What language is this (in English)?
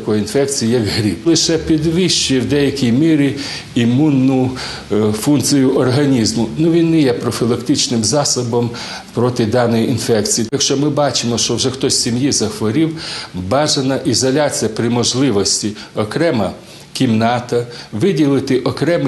Ukrainian